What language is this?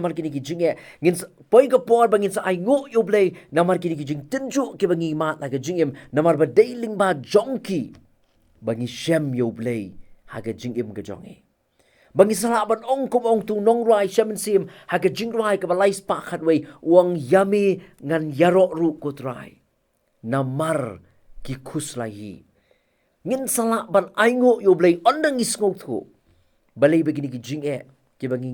Khasi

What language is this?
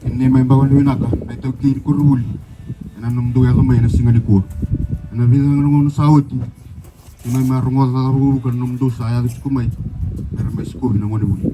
Fijian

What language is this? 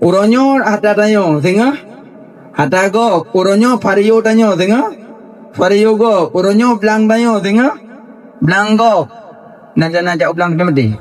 Achinese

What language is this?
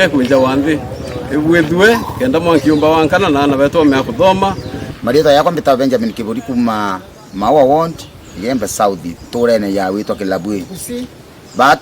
Meru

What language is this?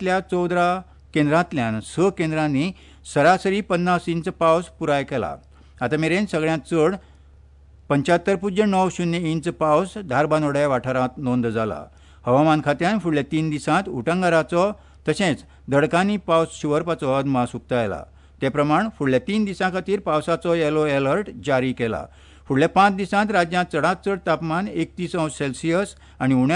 Konkani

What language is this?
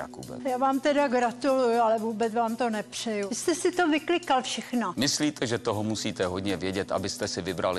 Czech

